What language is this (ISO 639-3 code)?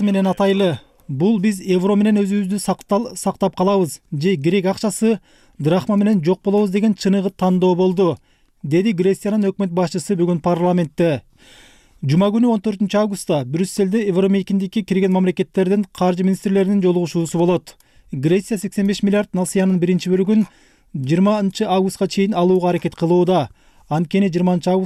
kir